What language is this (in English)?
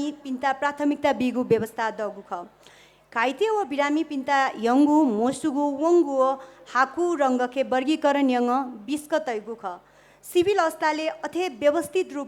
Newari